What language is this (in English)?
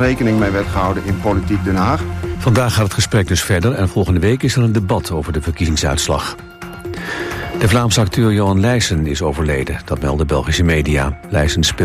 Dutch